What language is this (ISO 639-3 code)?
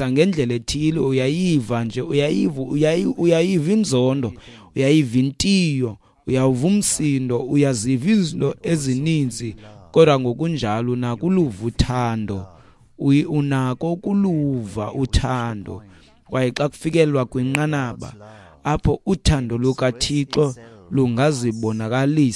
xho